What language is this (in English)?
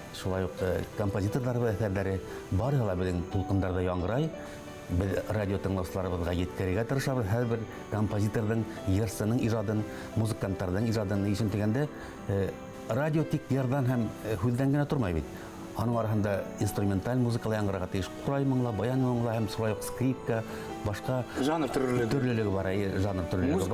Bashkir